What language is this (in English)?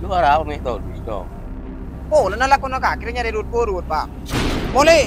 Madurese